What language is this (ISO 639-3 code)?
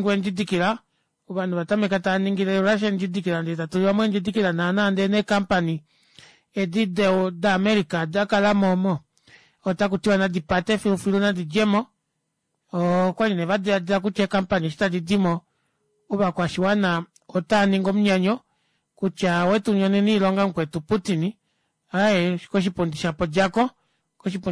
kua